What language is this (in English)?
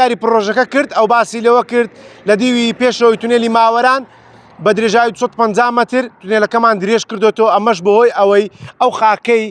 Central Kurdish